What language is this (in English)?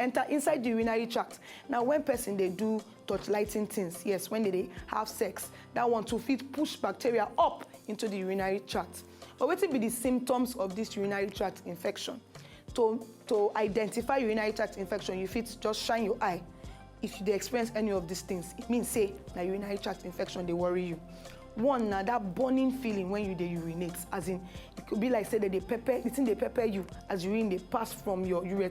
Nigerian Pidgin